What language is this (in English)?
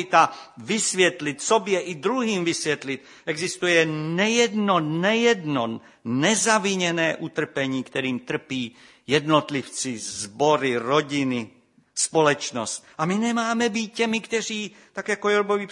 Czech